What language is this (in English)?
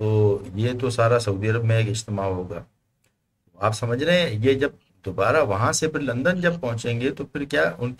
Urdu